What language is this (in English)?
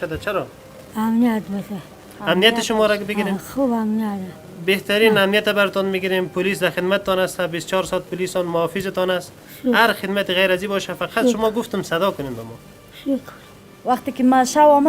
Tajik